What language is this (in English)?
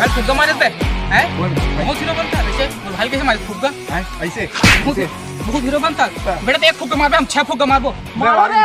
Chhattisgarhi